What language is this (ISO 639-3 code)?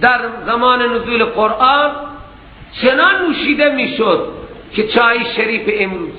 fas